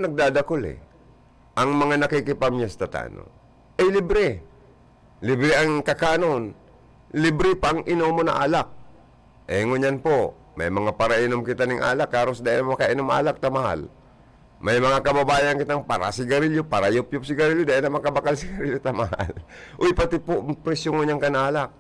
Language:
Bikol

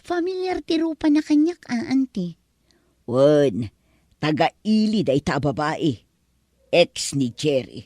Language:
Iloko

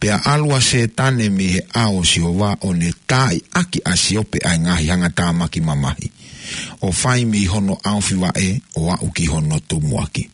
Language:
Tongan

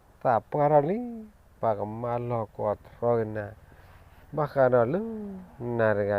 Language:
S'gaw Karen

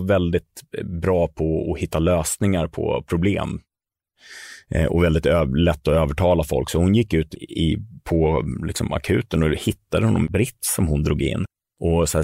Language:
Swedish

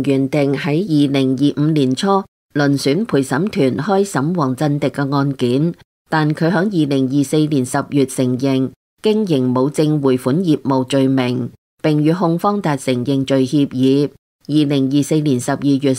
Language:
Cantonese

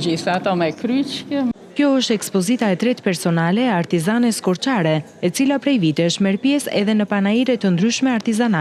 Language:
Albanian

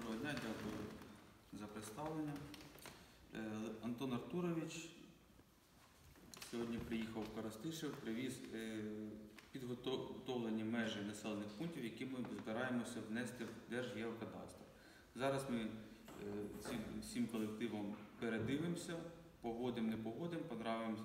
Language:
Ukrainian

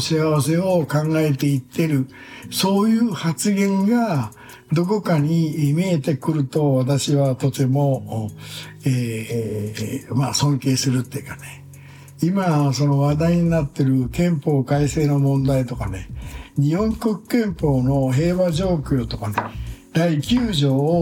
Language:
Japanese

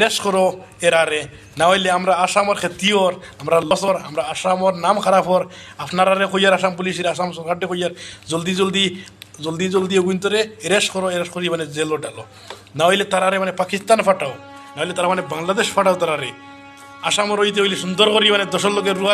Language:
Sylheti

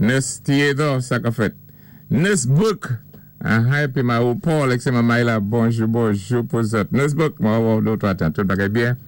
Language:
Saint Lucian Creole French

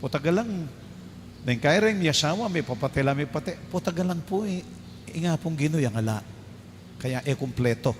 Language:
Pampanga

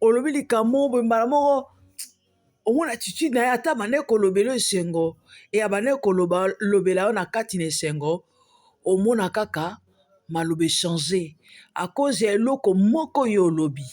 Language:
Lingala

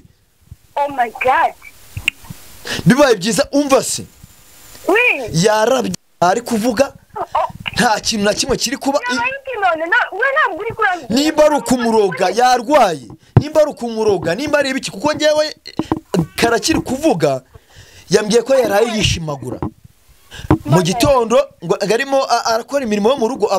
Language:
Kinyarwanda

